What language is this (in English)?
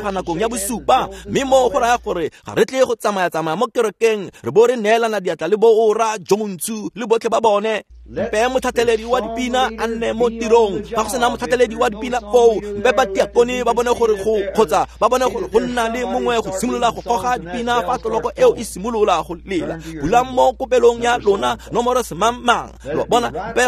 Tswana